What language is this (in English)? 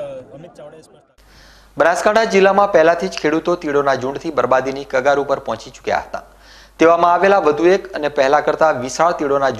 Gujarati